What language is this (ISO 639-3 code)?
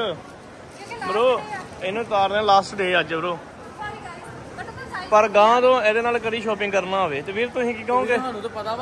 pan